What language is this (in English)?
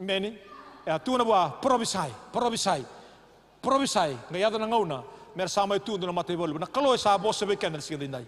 Fijian